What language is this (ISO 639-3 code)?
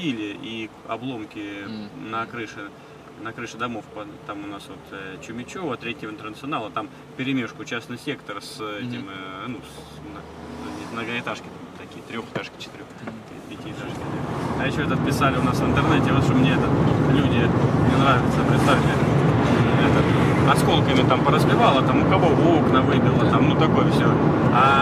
rus